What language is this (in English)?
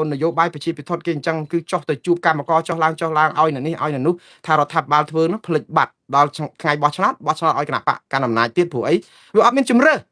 Khmer